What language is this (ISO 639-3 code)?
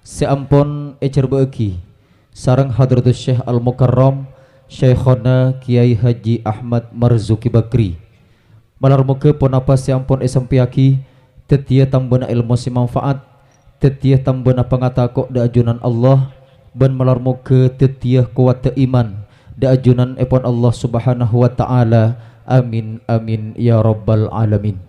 mad